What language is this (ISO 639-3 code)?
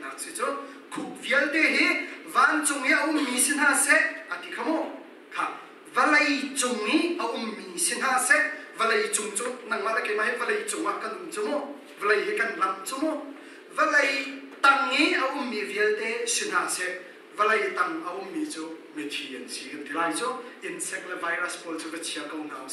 cnh